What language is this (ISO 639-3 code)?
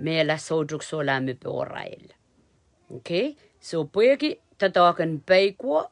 pon